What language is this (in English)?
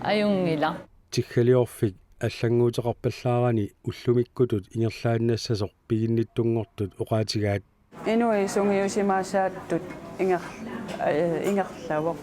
Kalaallisut